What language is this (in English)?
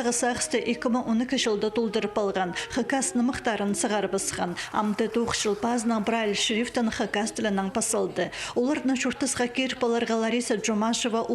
Khakas